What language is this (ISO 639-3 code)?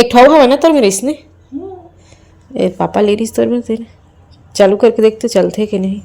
hne